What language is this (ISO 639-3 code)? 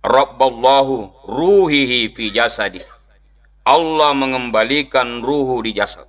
bug